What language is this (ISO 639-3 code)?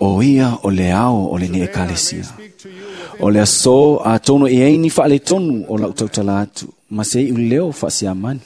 smo